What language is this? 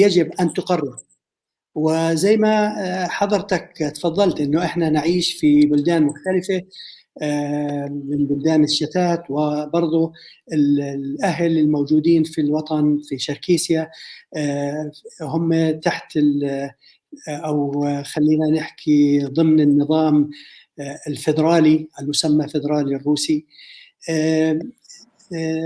North Levantine Arabic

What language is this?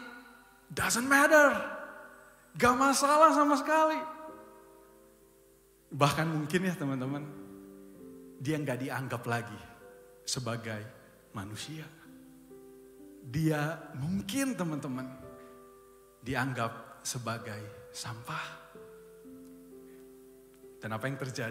Indonesian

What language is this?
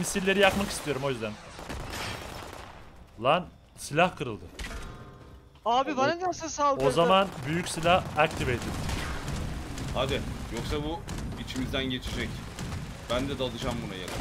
Turkish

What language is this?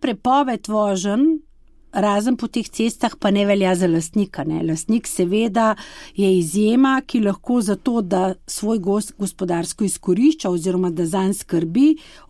Slovenian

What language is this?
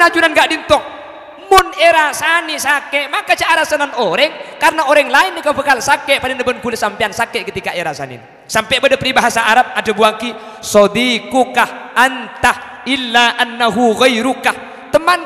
Madurese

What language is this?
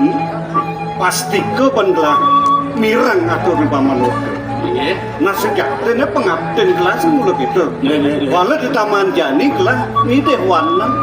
Balinese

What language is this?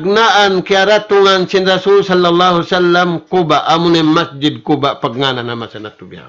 Tausug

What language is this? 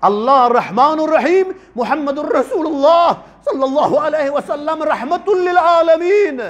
Eastern Balochi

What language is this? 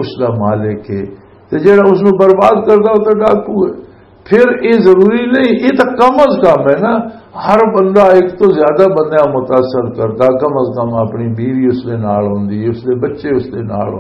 Western Panjabi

